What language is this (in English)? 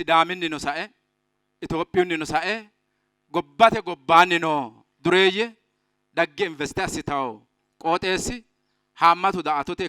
Sidamo